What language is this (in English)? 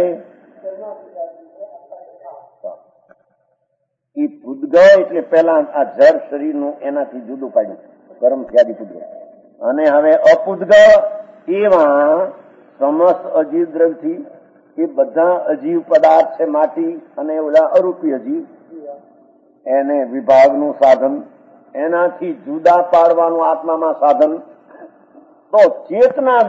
Gujarati